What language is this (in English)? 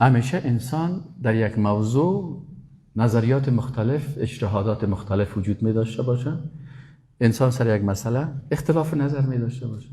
Persian